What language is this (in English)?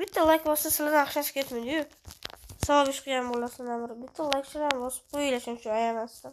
Uzbek